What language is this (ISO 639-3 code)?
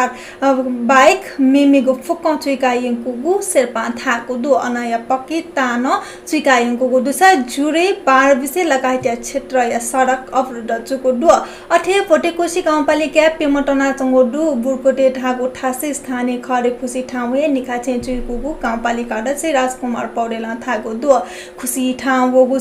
new